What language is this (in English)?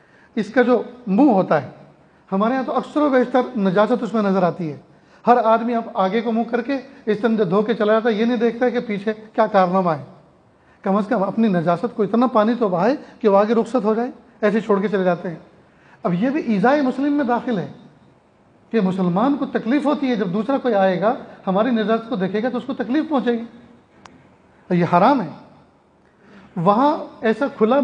Urdu